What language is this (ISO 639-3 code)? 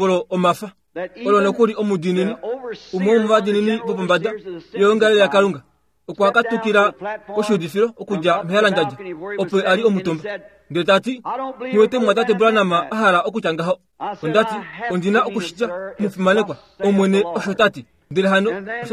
kua